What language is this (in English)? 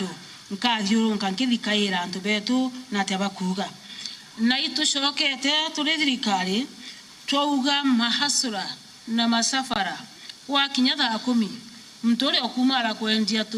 Meru